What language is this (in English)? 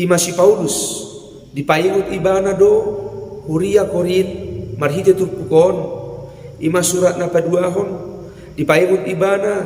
Batak Toba